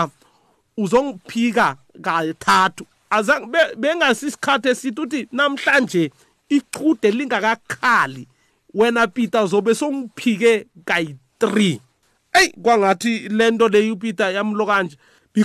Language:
South Ndebele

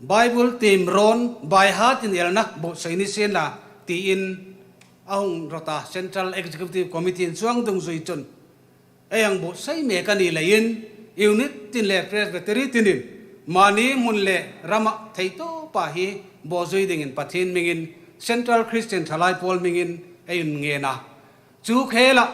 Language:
Hmar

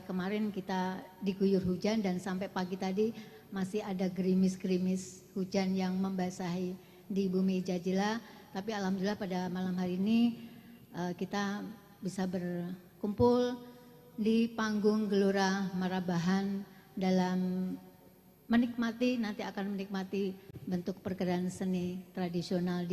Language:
Banjar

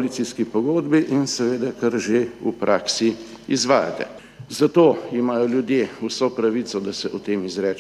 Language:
Slovenian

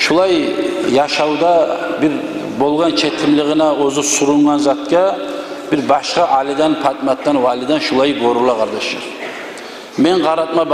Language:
Kumyk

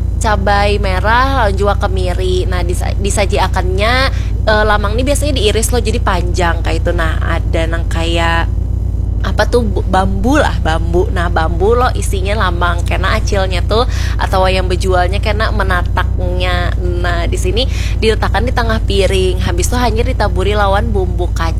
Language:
Banjar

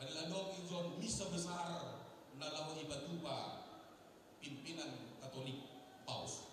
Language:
Batak Simalungun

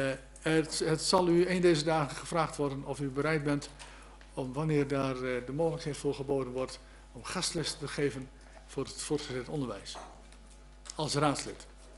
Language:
Dutch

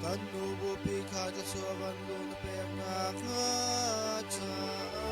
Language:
Hakha Chin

